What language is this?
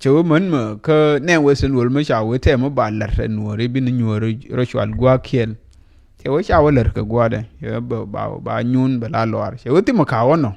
Nuer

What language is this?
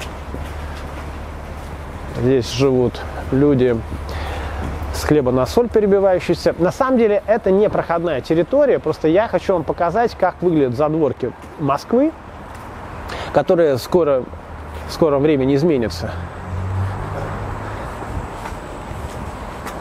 Russian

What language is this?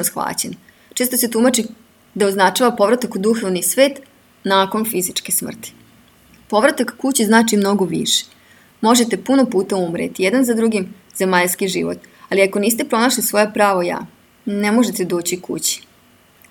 Serbian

